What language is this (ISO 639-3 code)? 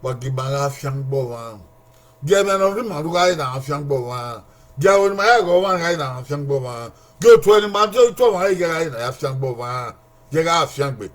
bin